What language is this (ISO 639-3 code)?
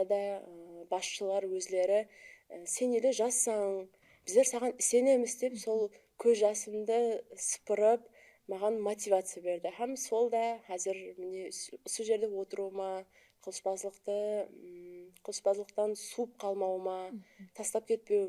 kaa